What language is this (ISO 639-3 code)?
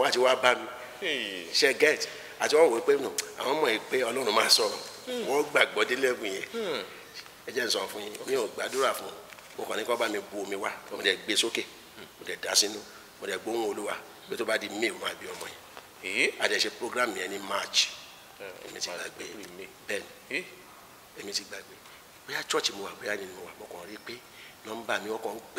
yor